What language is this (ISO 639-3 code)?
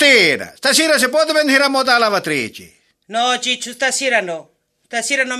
scn